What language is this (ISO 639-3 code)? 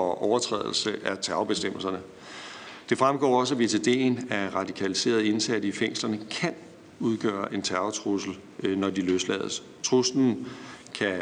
dan